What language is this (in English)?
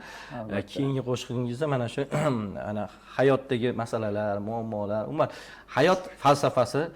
Uzbek